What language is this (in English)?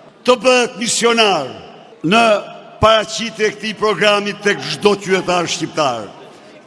Albanian